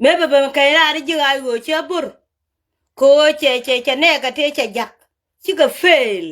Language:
Nuer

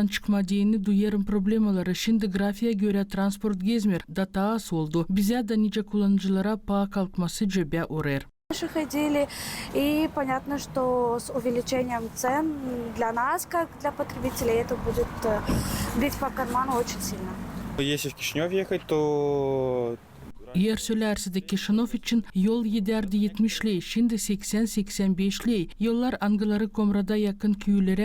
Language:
Gagauz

